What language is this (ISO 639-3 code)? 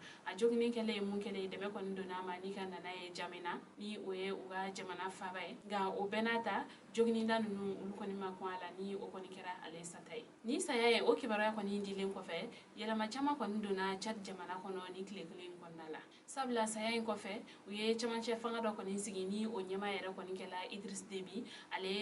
bam